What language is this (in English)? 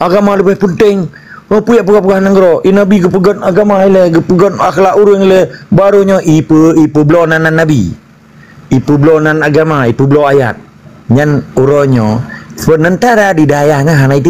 Achinese